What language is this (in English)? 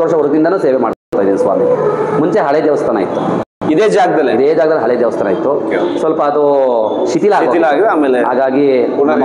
Kannada